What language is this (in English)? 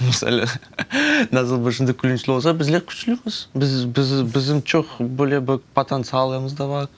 Crimean Tatar